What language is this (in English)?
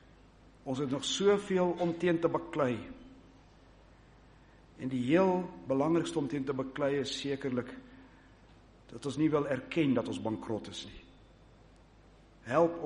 Afrikaans